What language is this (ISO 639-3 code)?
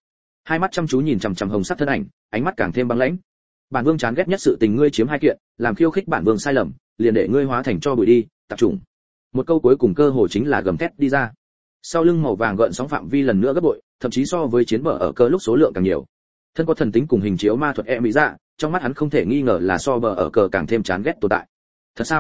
vie